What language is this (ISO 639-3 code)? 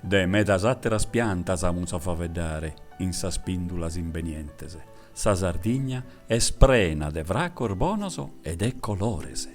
srd